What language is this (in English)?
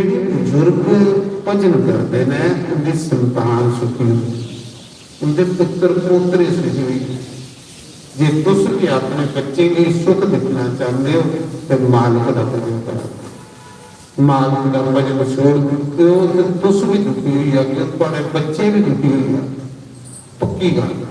Dogri